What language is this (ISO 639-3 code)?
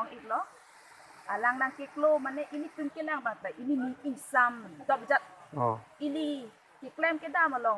mjw